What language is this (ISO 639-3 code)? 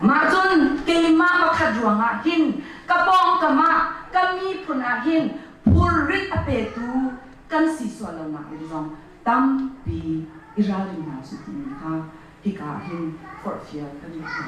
cnh